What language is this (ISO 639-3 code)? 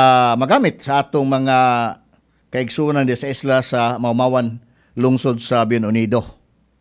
ceb